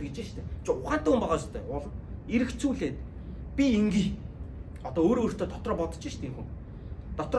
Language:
Mongolian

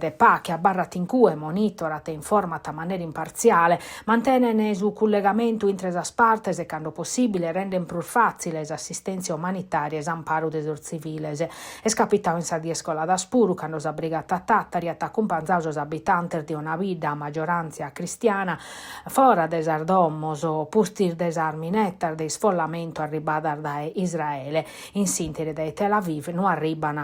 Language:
Sardinian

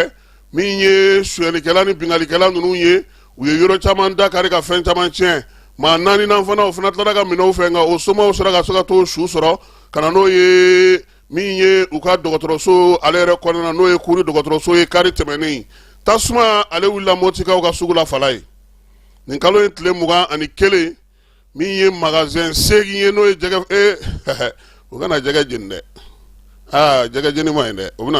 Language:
Bambara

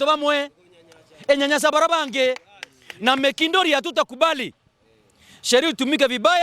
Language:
Meru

